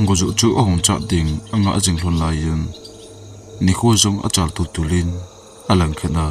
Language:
Thado Chin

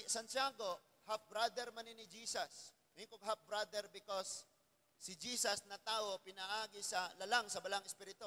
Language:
Cebuano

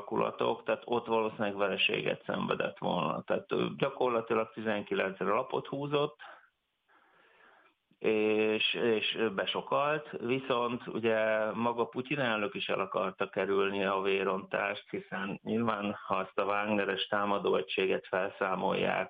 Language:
Hungarian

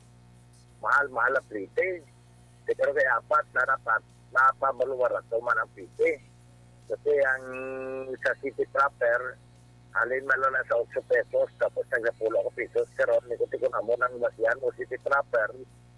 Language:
Hiligaynon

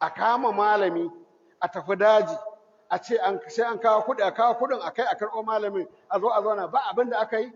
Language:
Hausa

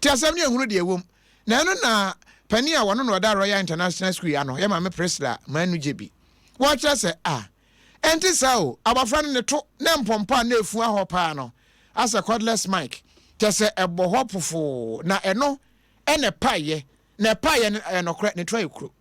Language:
Akan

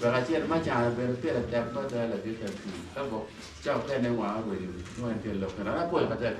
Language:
Acoli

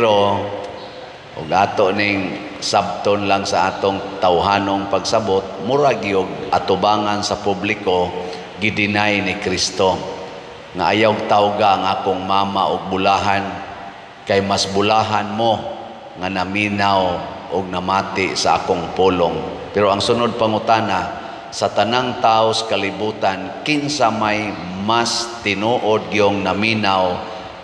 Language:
Cebuano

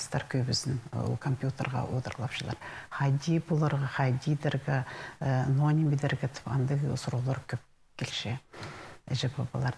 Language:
Khakas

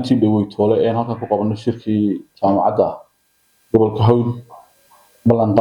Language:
Somali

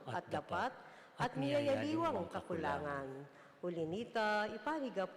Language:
Pampanga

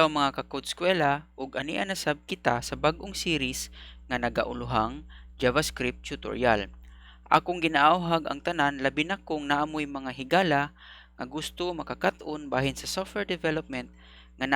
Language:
Cebuano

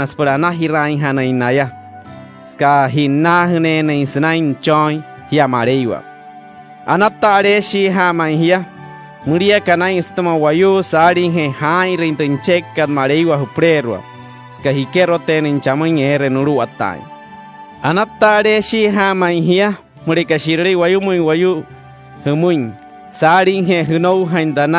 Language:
Wayuu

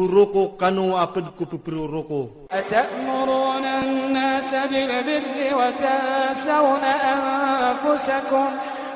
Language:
Iranun (Philippines)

